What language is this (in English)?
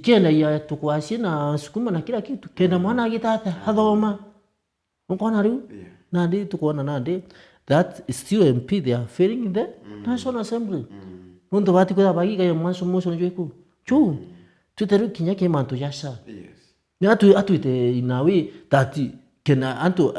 Meru